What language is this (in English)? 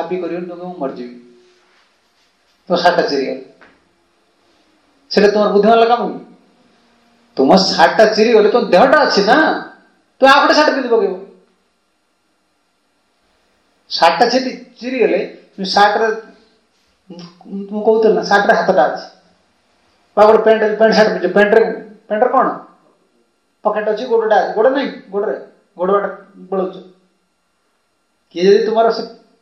Odia